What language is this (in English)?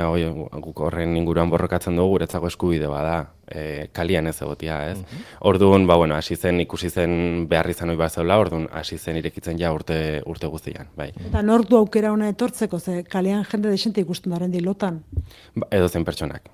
Basque